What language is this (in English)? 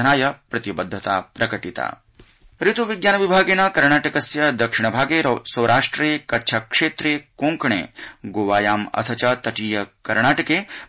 Sanskrit